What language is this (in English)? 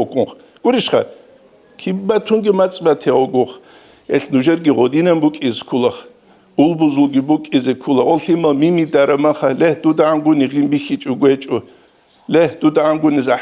Avaric